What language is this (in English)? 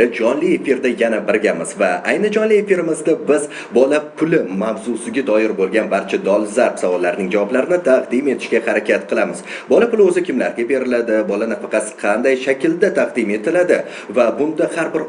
Uzbek